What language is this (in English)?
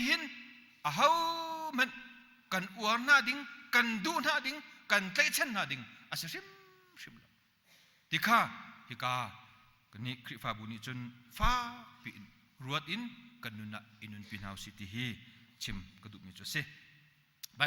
Hakha Chin